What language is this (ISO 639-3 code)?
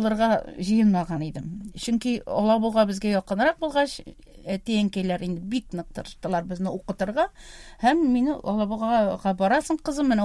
tat